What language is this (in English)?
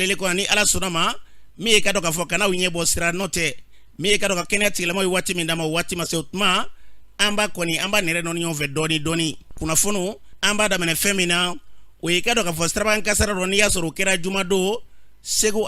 Bambara